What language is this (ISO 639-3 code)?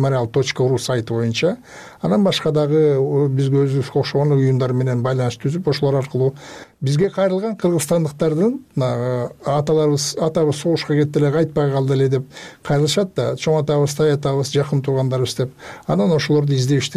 kir